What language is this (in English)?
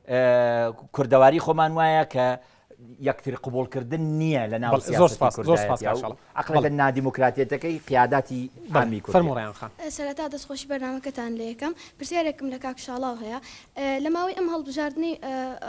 Central Kurdish